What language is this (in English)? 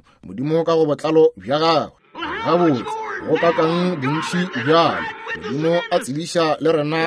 Northern Sotho